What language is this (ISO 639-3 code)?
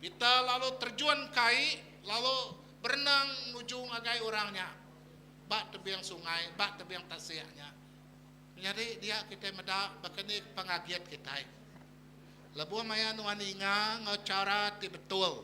iba